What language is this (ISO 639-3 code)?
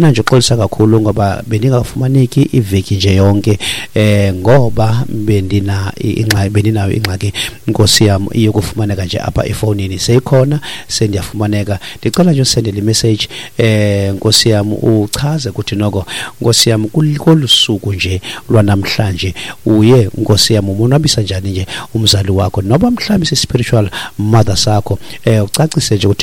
xho